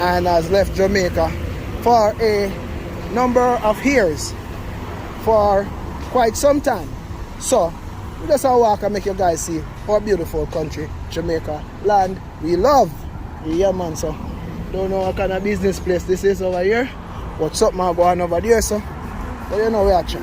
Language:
Jamaican Creole English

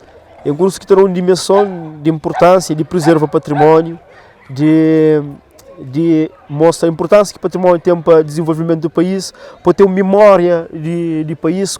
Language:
Kabuverdianu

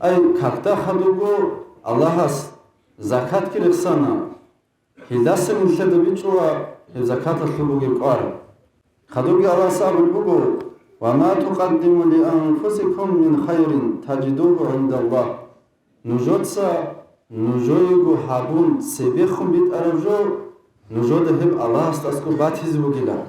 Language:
Avaric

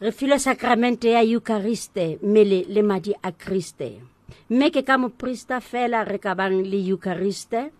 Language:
Southern Sotho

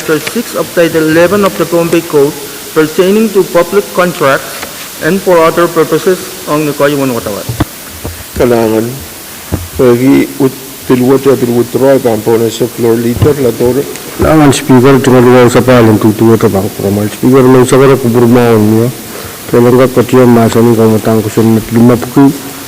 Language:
Pohnpeian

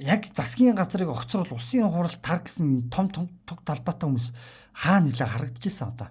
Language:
Mongolian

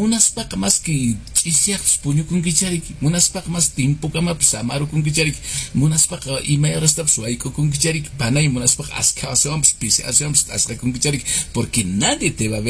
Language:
Quechua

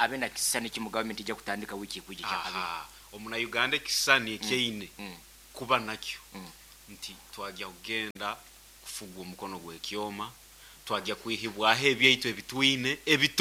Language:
Nyankole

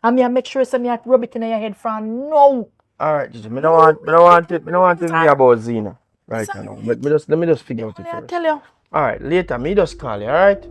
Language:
Jamaican Creole English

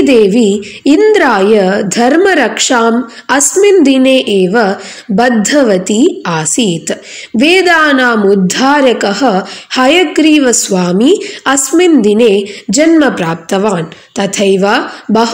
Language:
Sanskrit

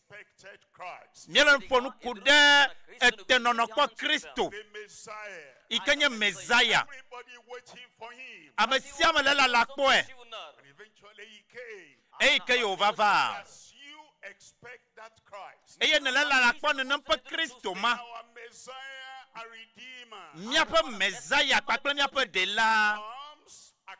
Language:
Ewe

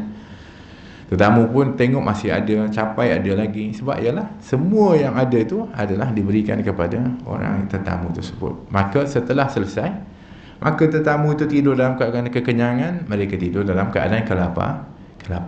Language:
Malay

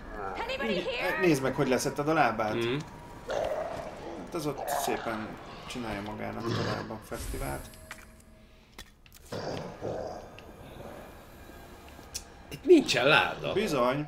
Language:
Hungarian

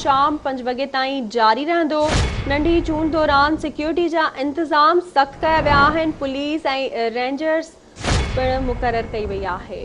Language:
Sindhi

